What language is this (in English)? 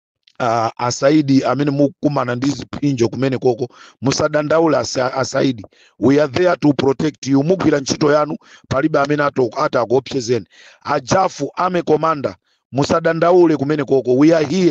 Nyanja